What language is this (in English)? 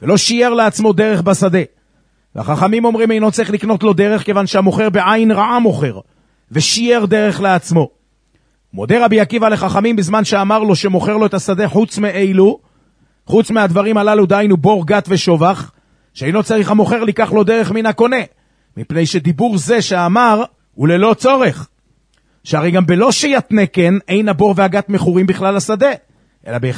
Hebrew